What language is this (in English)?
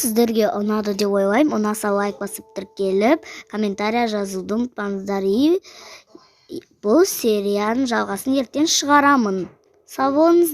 Kazakh